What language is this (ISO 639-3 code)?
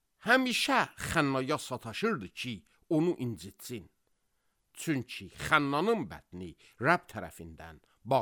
aze